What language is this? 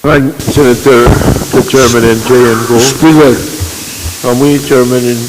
Pohnpeian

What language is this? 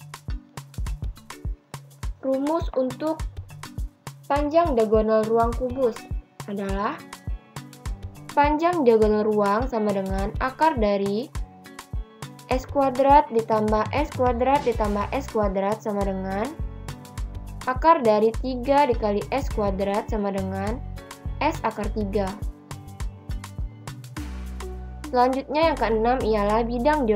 Indonesian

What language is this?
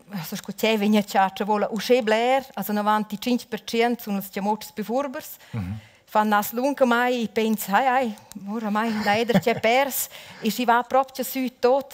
Romansh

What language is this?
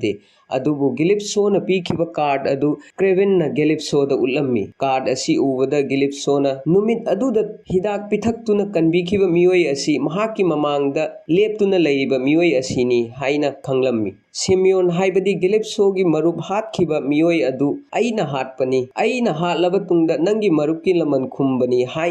Manipuri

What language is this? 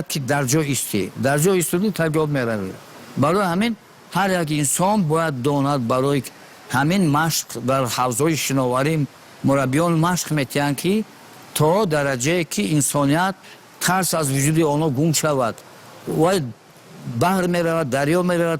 Tajik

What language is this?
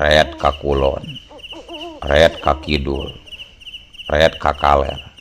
Sundanese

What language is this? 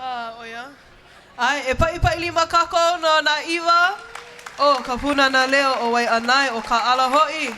Hawaiian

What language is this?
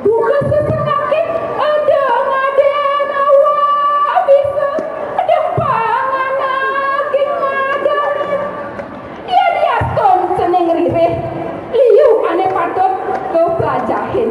Balinese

